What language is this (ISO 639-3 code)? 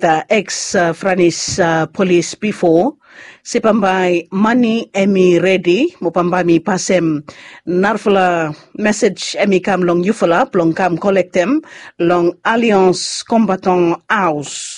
bis